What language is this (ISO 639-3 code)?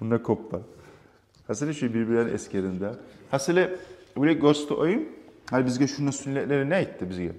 kum